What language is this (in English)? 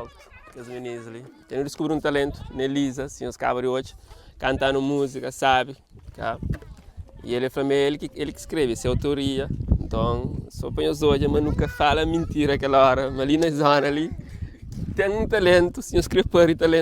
Kabuverdianu